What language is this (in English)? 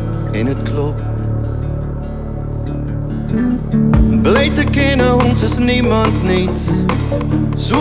Afrikaans